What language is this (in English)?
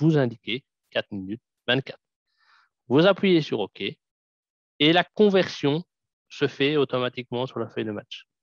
French